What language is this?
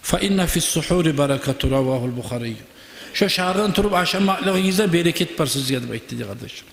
Kumyk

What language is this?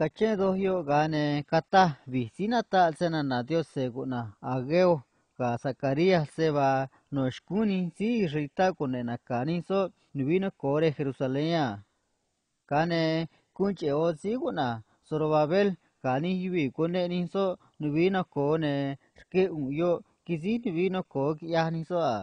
Copala Triqui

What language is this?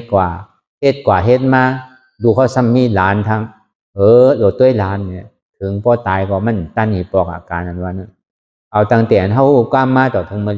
Shan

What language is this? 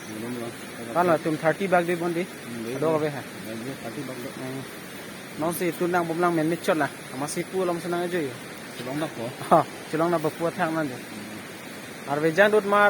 Karbi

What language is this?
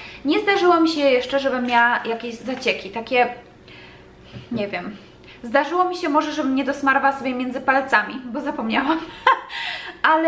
Polish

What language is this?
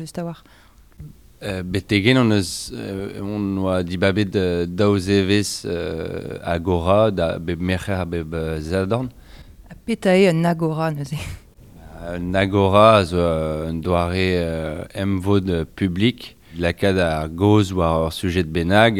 Breton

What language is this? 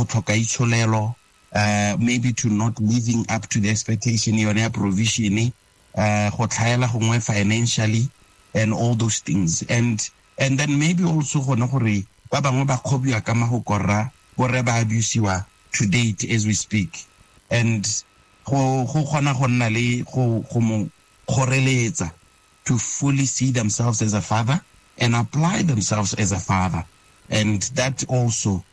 Tswana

